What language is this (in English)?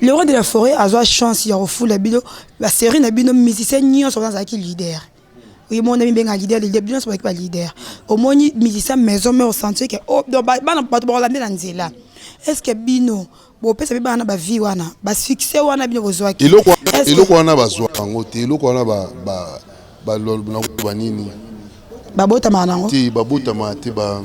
Lingala